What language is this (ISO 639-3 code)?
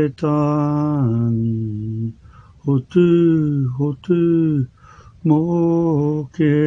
mri